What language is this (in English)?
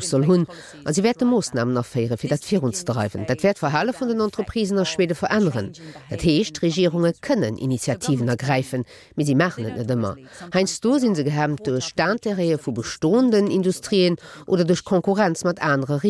Luxembourgish